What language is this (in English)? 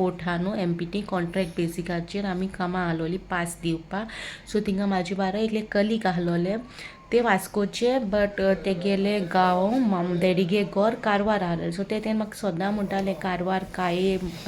Konkani